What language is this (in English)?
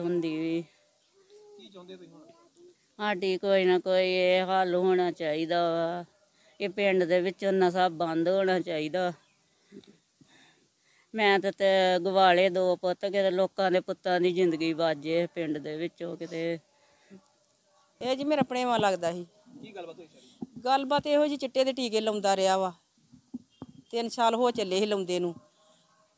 Punjabi